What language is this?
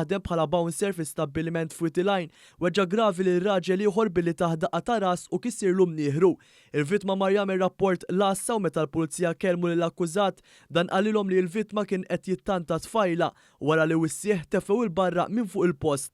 Maltese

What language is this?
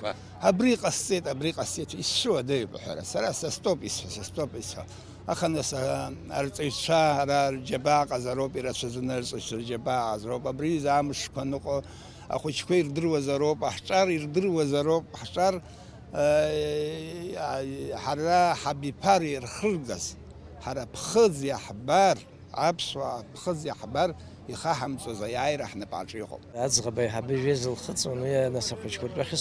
Abkhazian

